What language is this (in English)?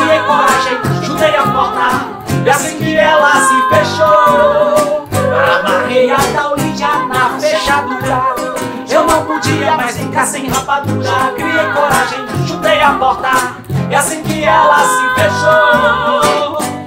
Portuguese